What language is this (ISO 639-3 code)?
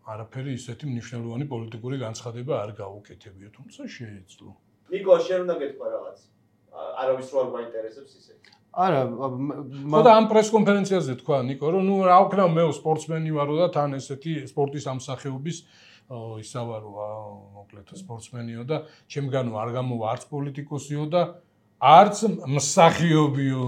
kat